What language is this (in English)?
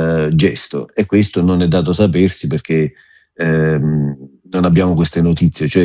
Italian